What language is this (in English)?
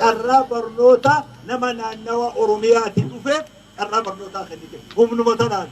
Oromo